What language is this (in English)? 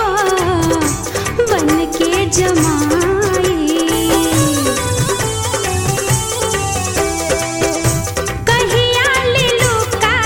Bhojpuri